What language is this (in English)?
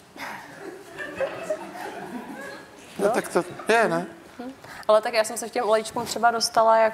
Czech